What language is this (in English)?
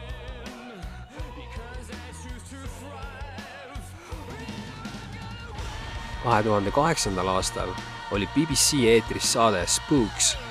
Estonian